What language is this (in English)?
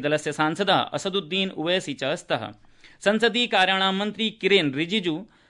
Sanskrit